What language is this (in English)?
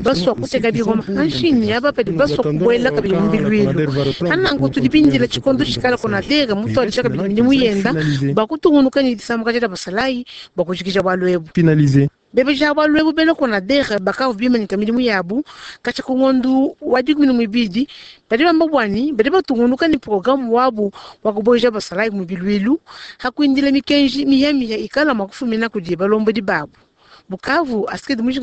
Luba-Lulua